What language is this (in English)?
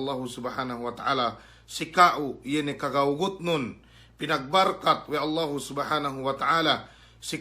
Yakan